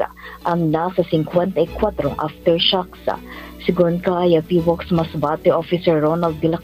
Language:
Bikol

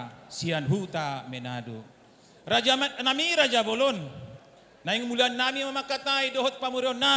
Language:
Batak Toba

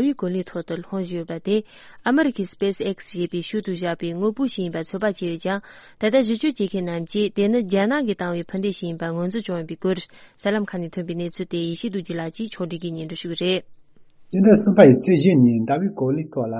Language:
Tibetan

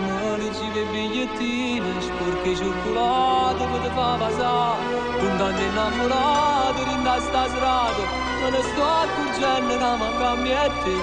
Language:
Neapolitan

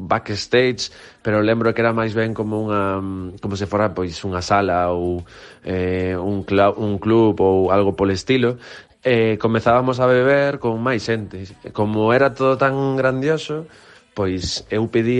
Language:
Galician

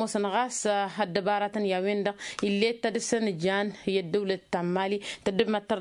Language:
Tamasheq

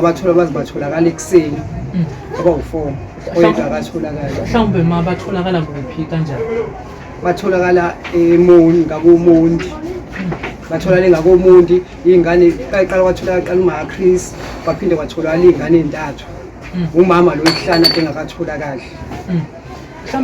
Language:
Zulu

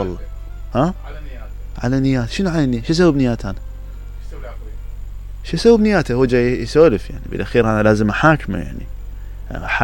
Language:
Mesopotamian Arabic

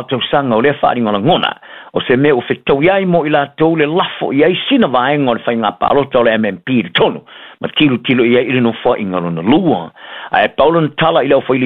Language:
Samoan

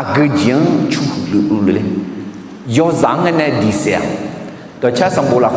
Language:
Akha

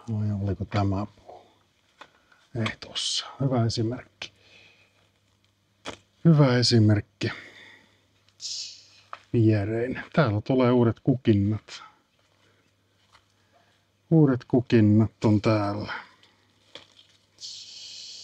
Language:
Finnish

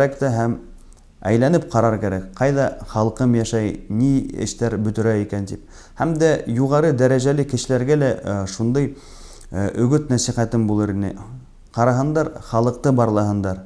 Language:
Tatar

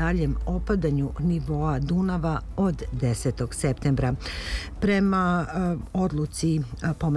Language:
Serbian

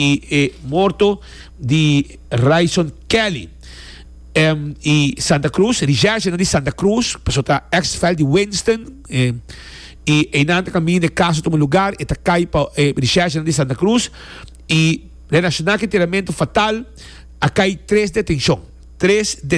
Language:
Papiamento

